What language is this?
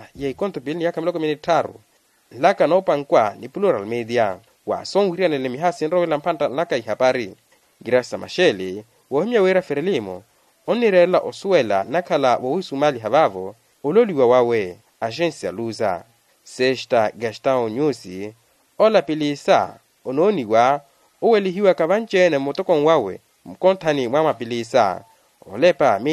Makhuwa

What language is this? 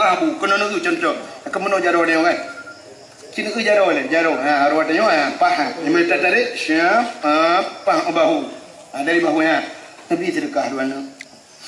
Achinese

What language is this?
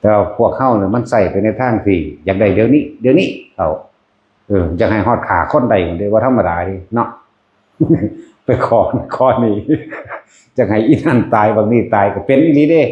Lao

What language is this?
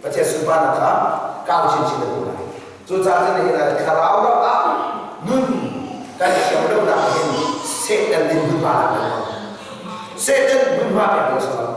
Hakha Chin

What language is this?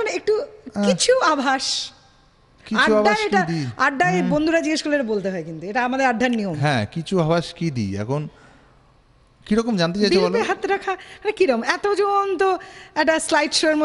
Bangla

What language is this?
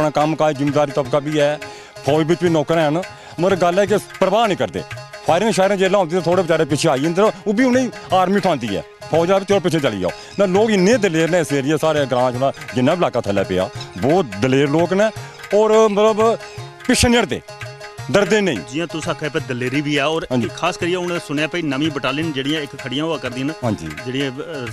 Dogri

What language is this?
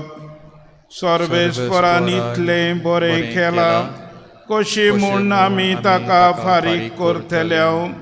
Konkani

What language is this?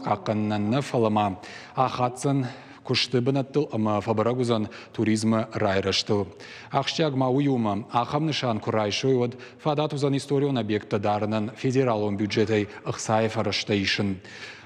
Ossetic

